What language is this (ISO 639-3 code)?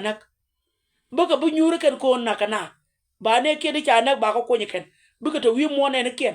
nus